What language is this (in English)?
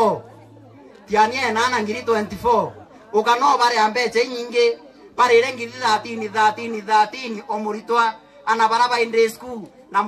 Meru